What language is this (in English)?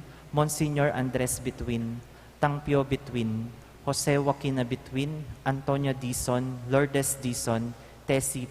Pampanga